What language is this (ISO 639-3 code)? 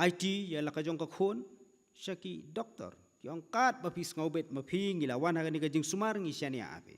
kha